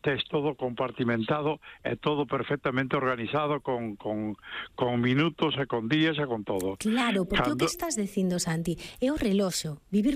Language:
Galician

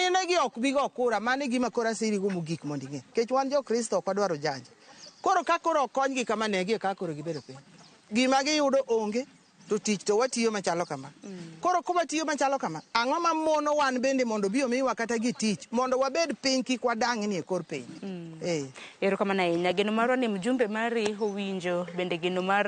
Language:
Luo (Kenya and Tanzania)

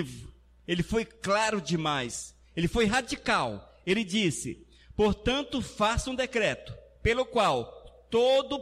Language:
Portuguese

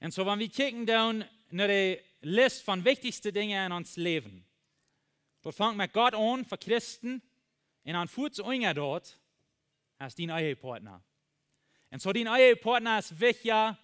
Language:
Plautdietsch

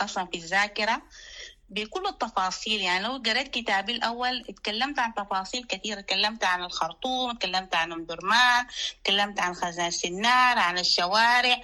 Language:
Sudanese Arabic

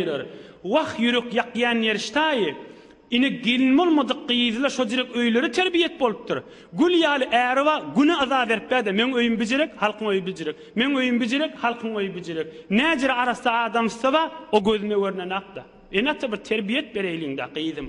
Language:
Turkmen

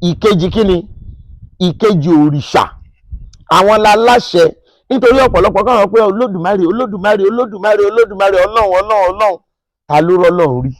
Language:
Yoruba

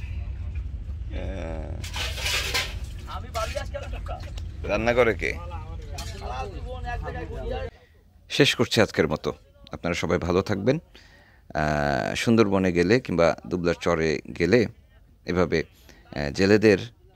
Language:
Bangla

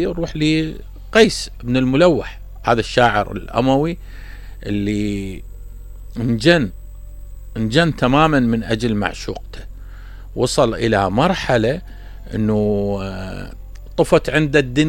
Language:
Mesopotamian Arabic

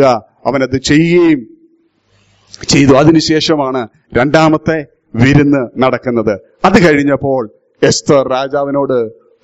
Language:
Malayalam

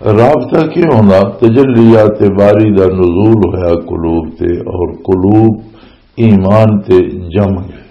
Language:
Western Panjabi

